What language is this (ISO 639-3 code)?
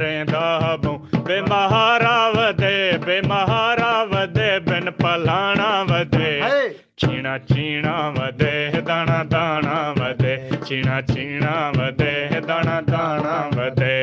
skr